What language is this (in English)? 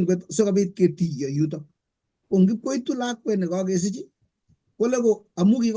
Kalenjin